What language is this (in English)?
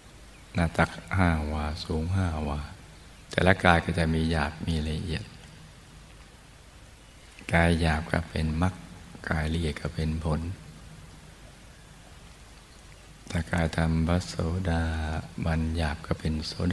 Thai